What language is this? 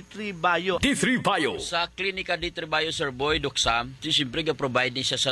Hiligaynon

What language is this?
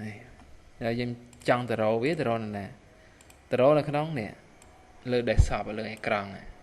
Khmer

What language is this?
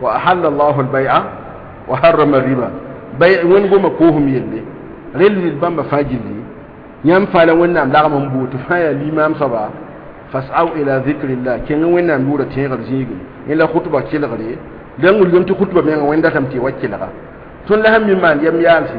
Mossi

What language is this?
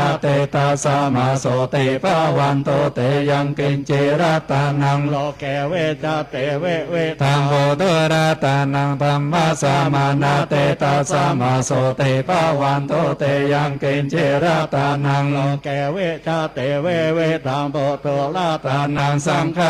Pali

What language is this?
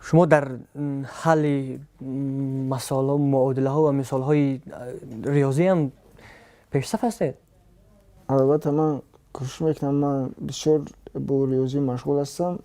Tajik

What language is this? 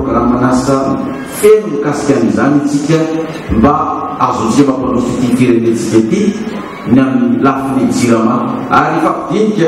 Malagasy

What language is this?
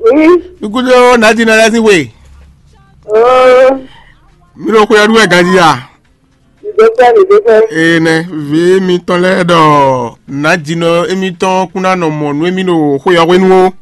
Fon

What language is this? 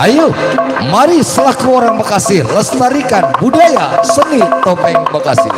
Betawi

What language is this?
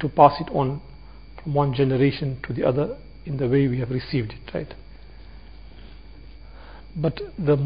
English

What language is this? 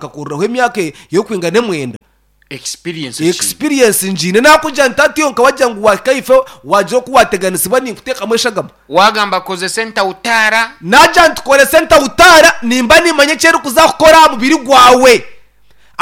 Nyankole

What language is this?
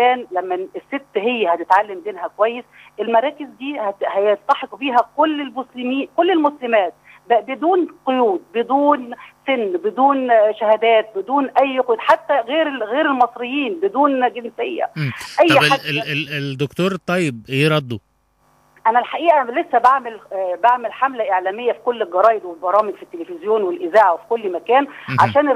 Egyptian Arabic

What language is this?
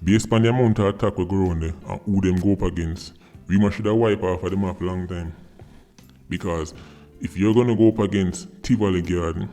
Jamaican Creole English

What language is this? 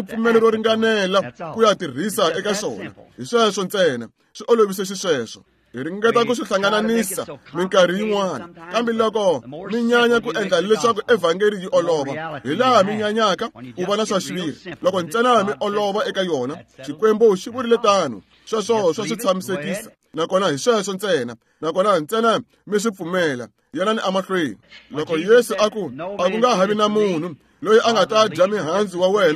Tsonga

